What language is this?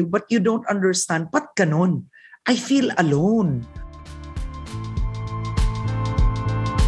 Filipino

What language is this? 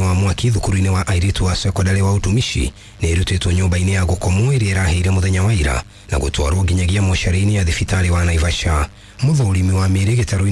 Kikuyu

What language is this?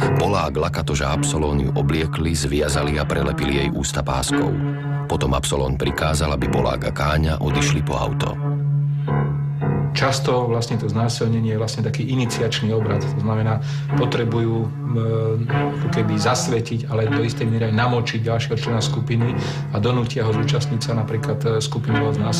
Slovak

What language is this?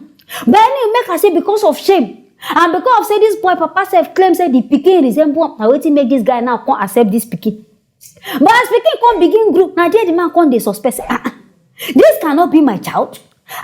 Nigerian Pidgin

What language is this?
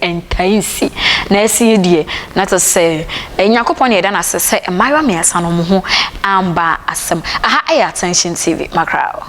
Akan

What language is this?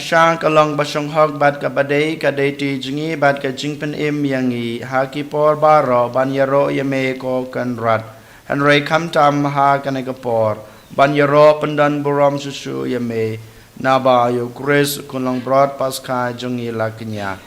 Khasi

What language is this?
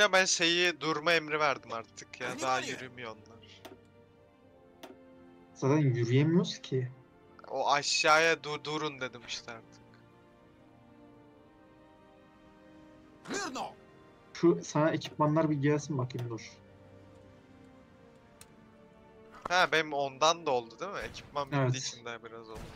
Turkish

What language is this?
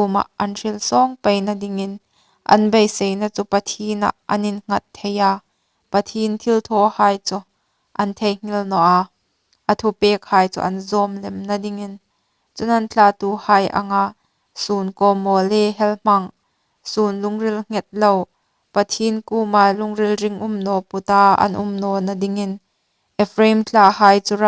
Hmar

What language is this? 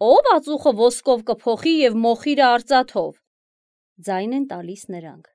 Armenian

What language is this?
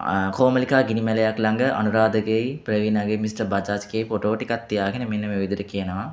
Sinhala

